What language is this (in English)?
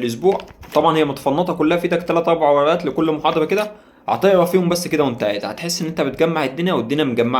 Egyptian Arabic